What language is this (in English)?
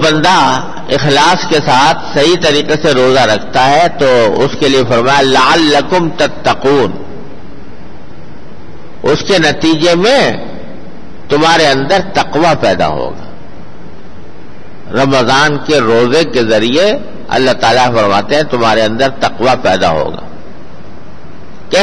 Urdu